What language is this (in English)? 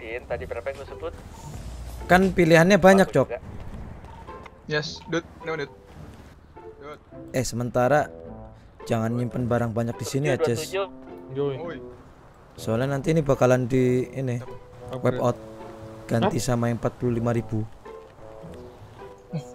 Indonesian